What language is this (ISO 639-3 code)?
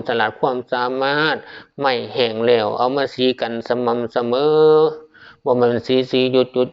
tts